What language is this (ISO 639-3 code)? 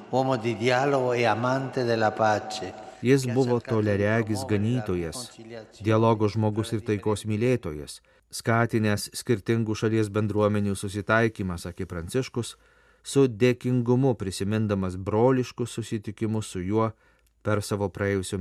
lit